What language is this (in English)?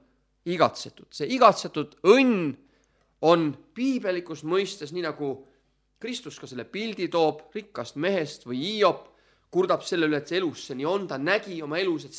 Estonian